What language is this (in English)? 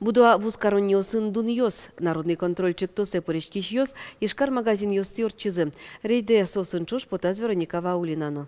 Udmurt